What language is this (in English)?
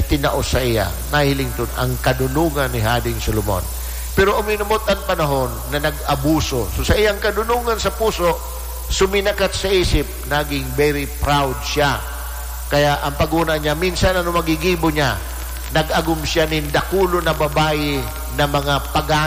Bikol